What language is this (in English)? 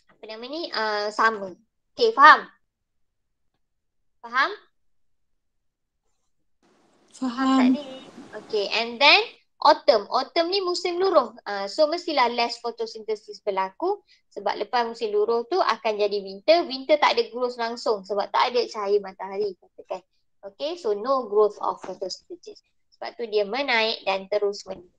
Malay